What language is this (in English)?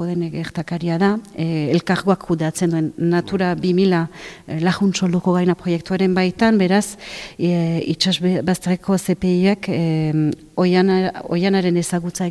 Basque